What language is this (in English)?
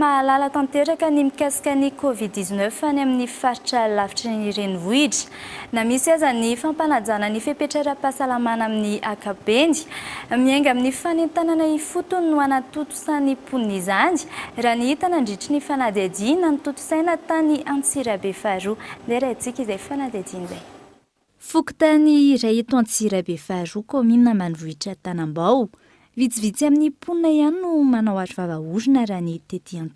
Malagasy